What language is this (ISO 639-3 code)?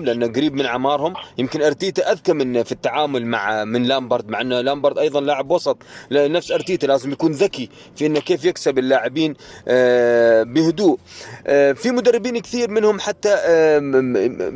ara